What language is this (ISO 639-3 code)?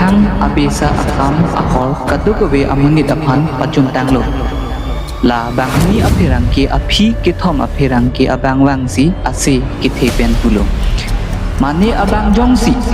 mjw